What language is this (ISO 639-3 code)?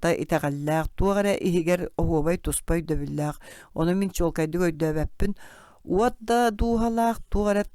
sah